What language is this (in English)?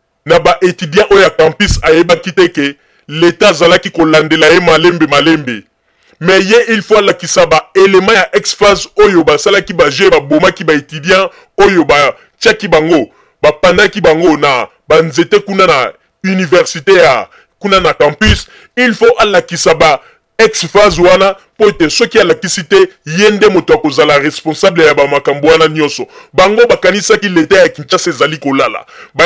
Lingala